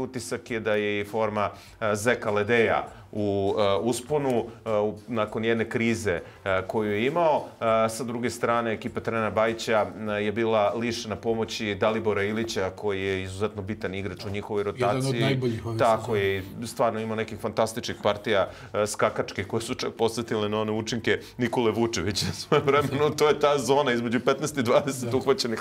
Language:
Bosnian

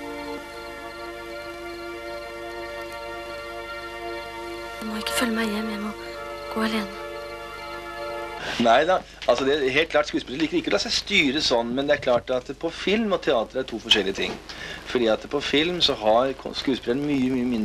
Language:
Norwegian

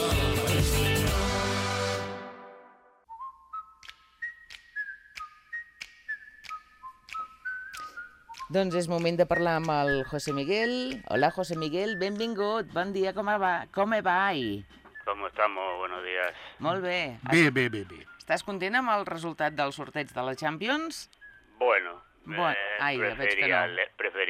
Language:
Catalan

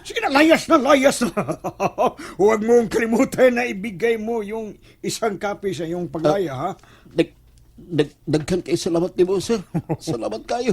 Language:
Cebuano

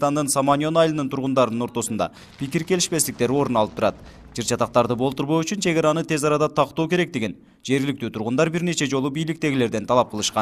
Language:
Kyrgyz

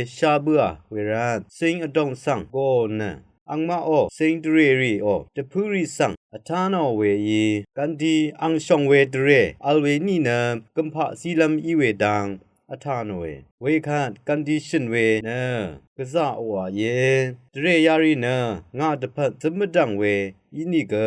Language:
Rawang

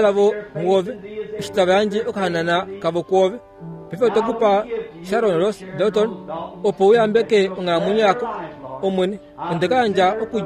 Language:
Kuanyama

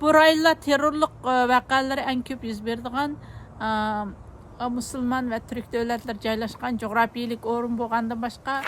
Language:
Uyghur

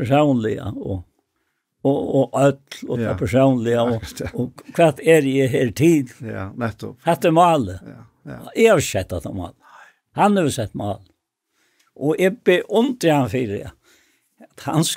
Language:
Faroese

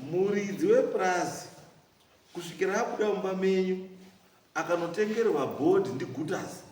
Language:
Shona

